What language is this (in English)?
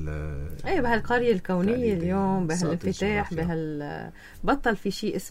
North Levantine Arabic